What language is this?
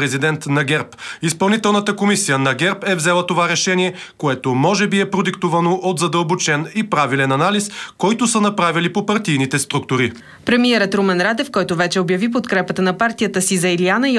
Bulgarian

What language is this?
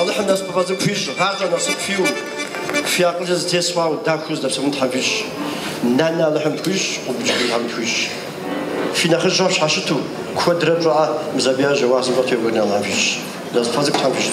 Kabardian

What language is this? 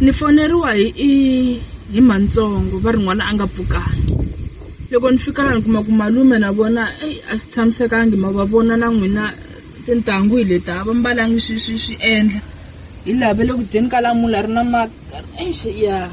Tsonga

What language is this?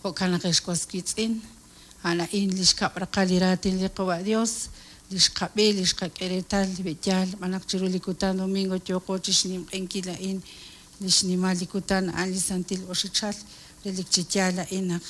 Kekchí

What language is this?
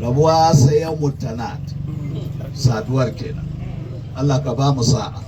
Hausa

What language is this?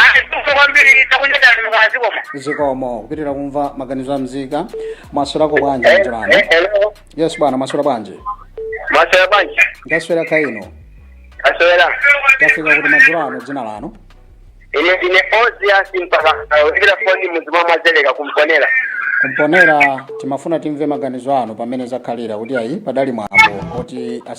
Nyanja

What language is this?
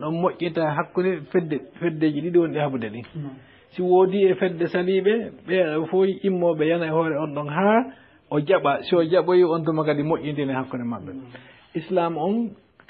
Fula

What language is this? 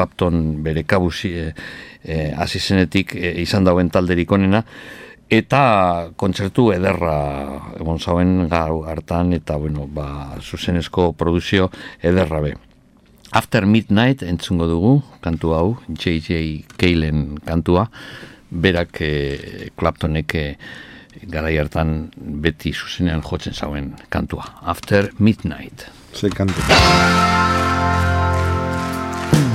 Basque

